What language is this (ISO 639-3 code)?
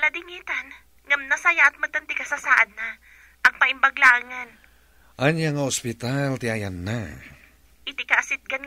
ilo